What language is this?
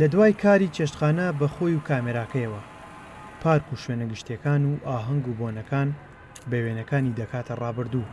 Central Kurdish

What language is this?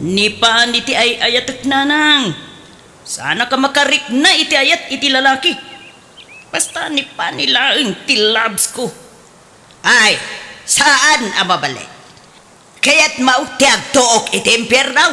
Iloko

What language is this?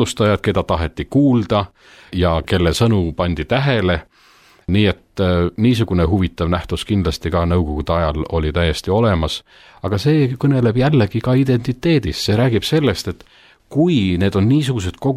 Estonian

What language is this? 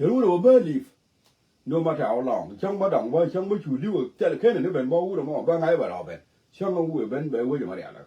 Nuer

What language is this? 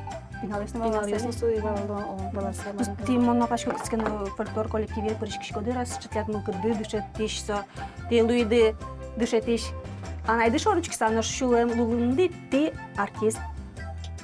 Udmurt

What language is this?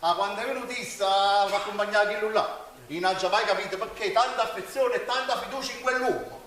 Neapolitan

